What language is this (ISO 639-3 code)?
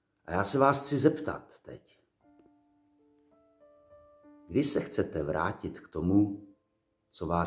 ces